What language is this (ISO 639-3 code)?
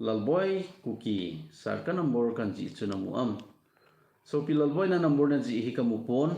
tcz